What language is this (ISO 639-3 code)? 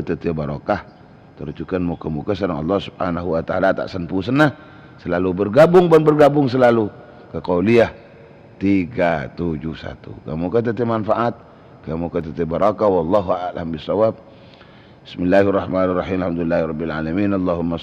mad